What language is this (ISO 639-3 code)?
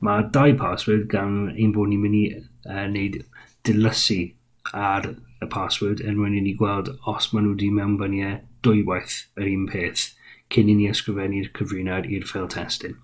cym